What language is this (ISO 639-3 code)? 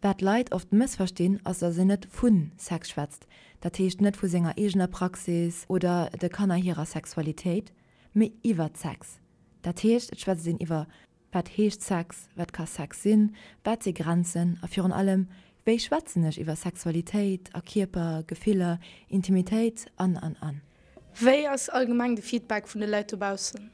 ltz